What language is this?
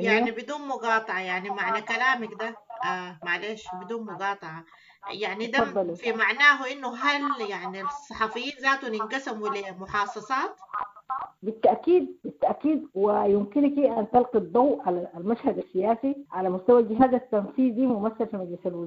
Sudanese Arabic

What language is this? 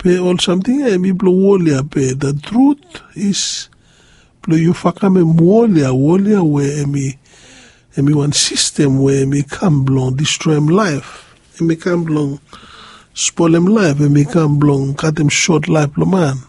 Bislama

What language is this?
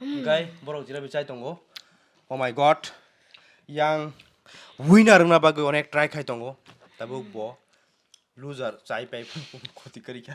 Kok Borok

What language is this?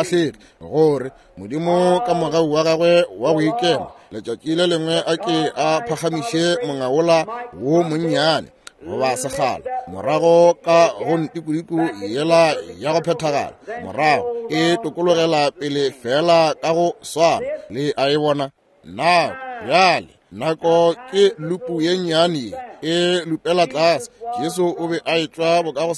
Northern Sotho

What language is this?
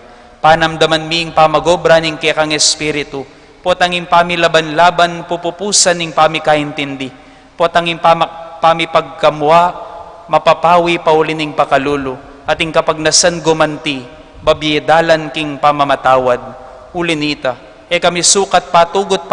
Pampanga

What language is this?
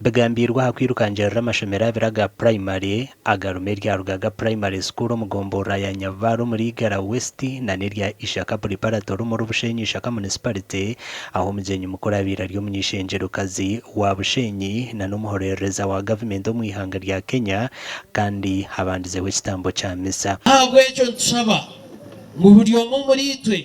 Nyankole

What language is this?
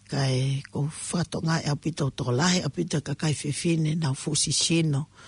Tongan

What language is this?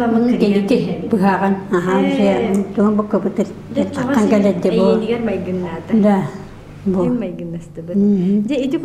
Yakut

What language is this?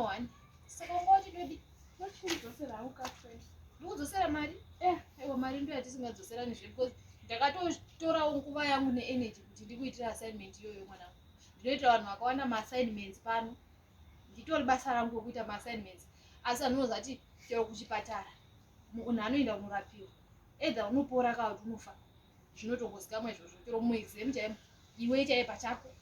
Shona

